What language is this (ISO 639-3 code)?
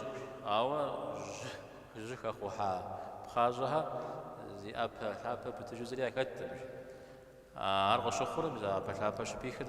kbd